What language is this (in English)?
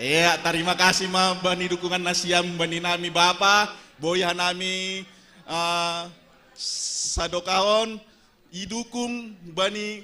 Batak Simalungun